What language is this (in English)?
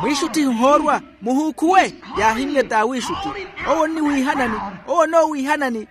Makhuwa